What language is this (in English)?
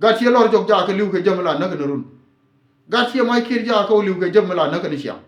Nuer